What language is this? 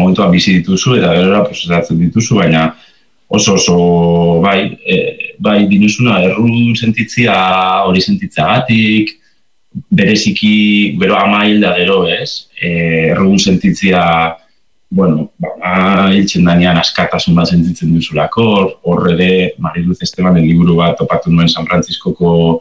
Basque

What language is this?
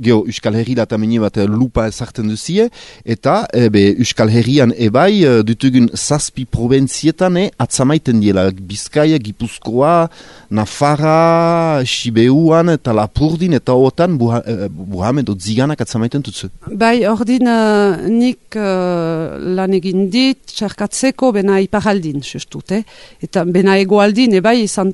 Basque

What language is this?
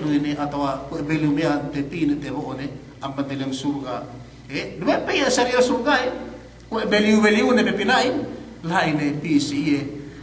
Yakan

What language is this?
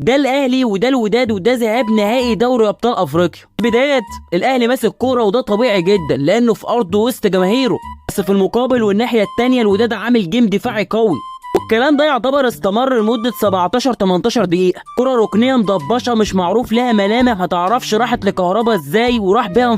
Egyptian Arabic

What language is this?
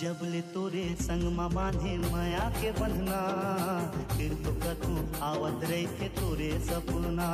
Chhattisgarhi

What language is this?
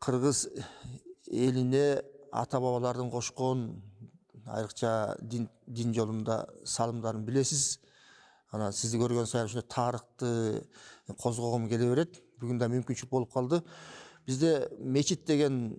Kyrgyz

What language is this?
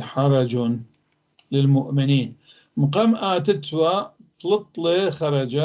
North Levantine Arabic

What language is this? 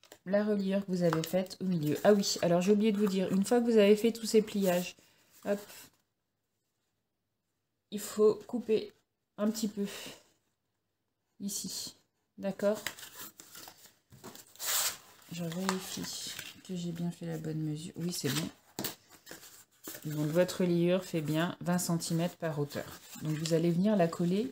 French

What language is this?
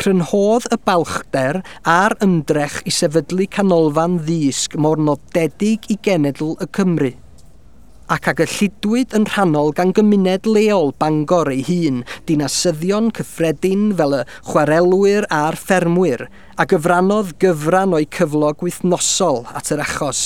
Welsh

